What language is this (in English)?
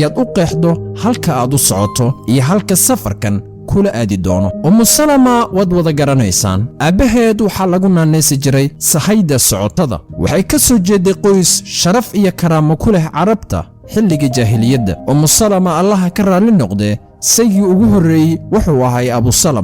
Somali